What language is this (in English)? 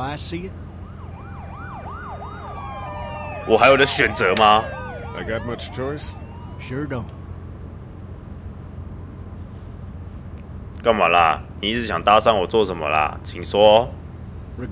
Chinese